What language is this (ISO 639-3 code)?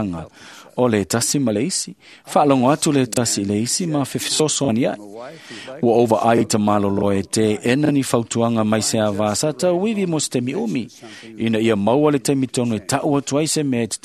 smo